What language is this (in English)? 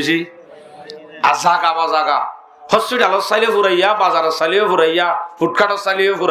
Rohingya